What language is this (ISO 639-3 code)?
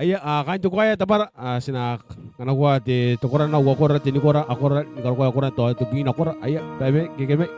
gil